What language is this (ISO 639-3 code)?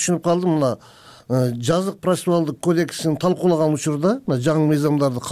kir